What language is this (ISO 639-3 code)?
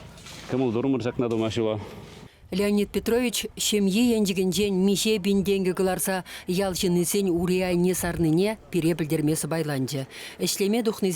chv